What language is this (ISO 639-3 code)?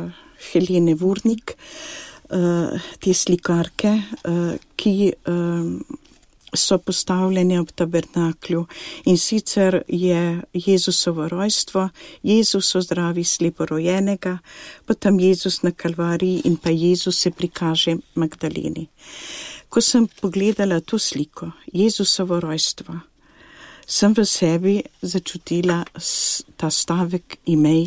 slv